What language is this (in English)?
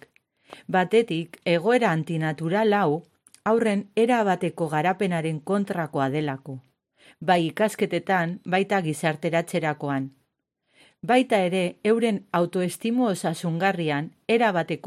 Basque